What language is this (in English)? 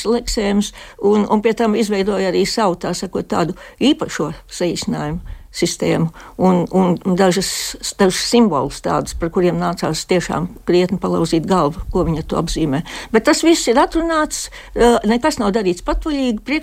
Latvian